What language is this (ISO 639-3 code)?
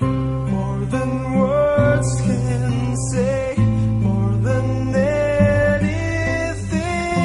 fil